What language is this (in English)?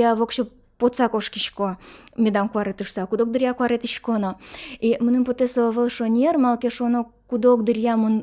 Udmurt